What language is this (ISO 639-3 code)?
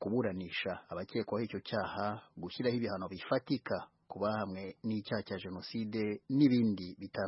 kin